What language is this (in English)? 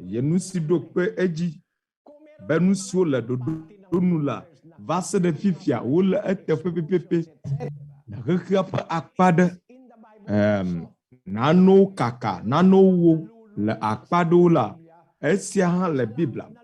Ewe